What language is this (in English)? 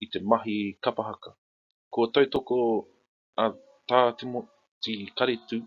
Māori